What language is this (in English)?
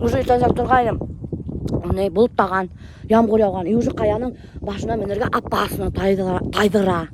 Bashkir